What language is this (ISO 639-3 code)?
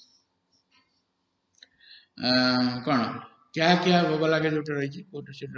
ori